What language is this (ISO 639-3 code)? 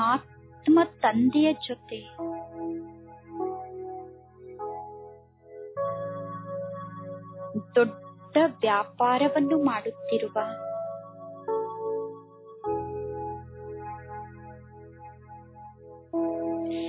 kan